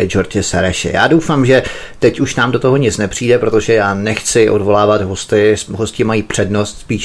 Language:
Czech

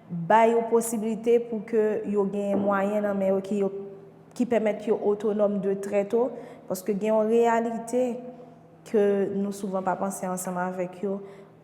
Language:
Haitian Creole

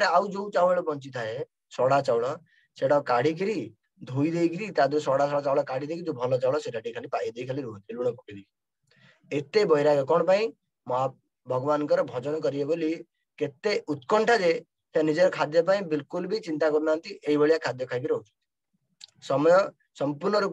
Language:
Odia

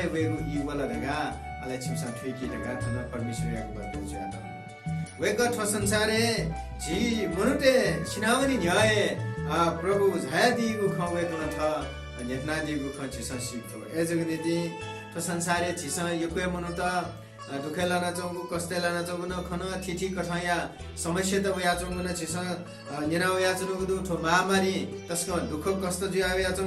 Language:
Newari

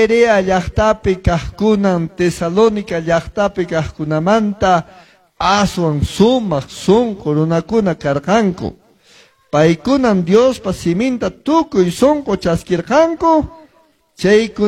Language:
Quechua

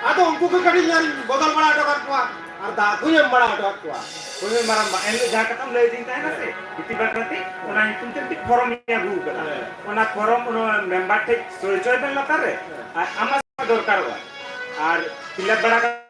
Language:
Santali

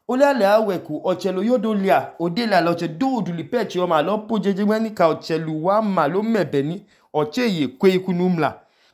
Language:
Idoma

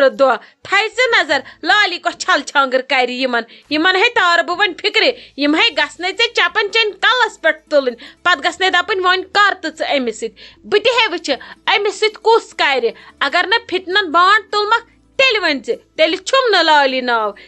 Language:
Kashmiri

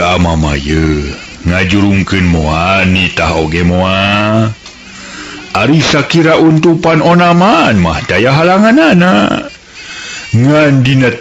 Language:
Sundanese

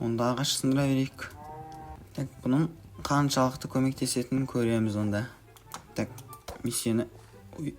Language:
Kazakh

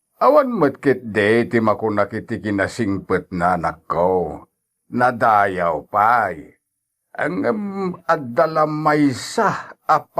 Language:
Iloko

